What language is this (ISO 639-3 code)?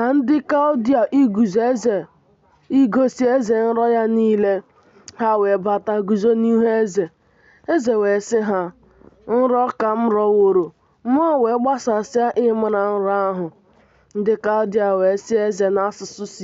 ibo